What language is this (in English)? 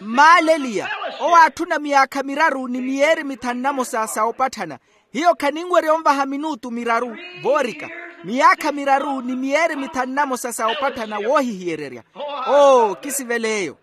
Makhuwa